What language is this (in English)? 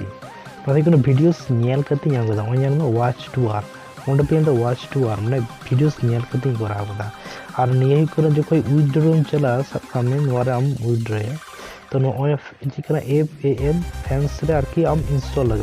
Santali